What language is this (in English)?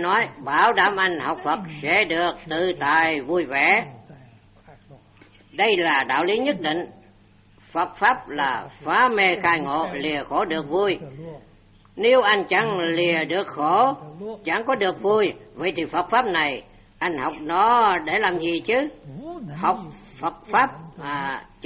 Vietnamese